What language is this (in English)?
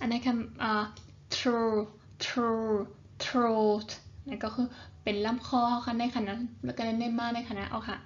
Shan